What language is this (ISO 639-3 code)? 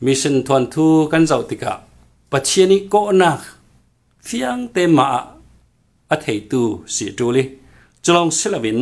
cfm